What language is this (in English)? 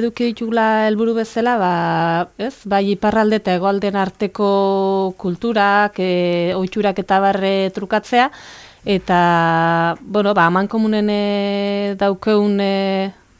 Basque